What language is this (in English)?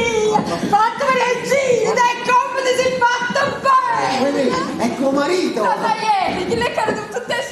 Neapolitan